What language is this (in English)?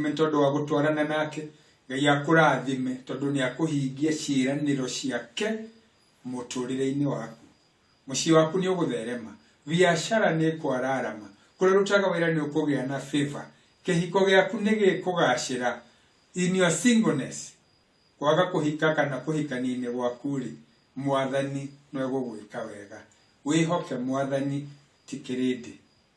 Kikuyu